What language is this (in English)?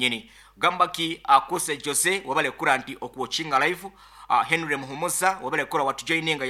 Nyoro